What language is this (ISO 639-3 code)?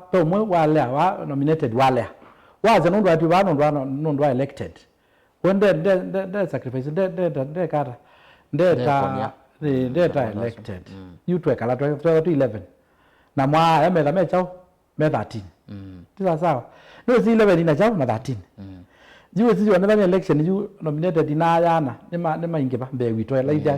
kam